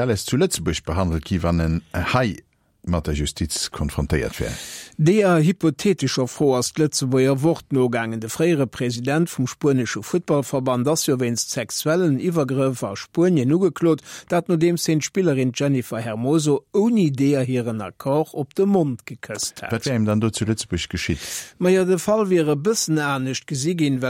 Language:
Luxembourgish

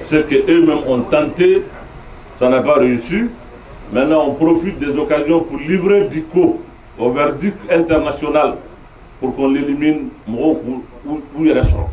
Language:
Bambara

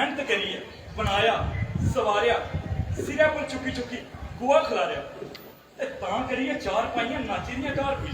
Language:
Dogri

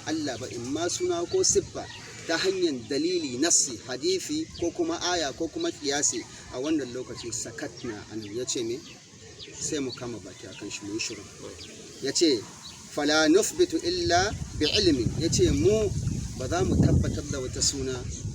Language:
Hausa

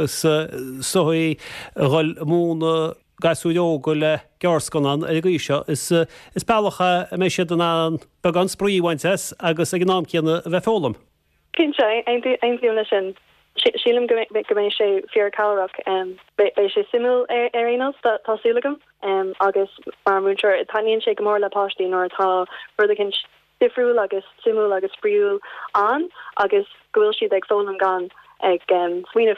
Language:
Irish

